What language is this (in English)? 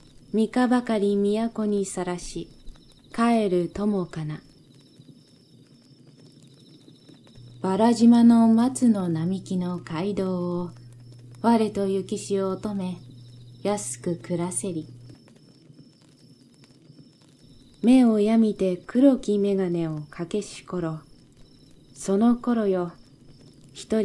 Japanese